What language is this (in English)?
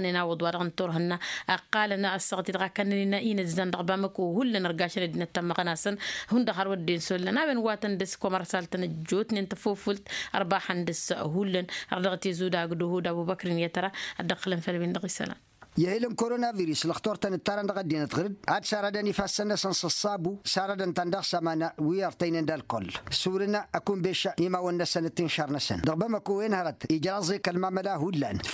Tamasheq